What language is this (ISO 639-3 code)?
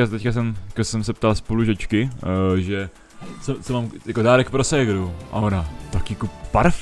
ces